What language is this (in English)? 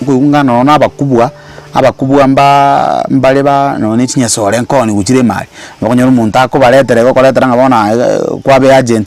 Gusii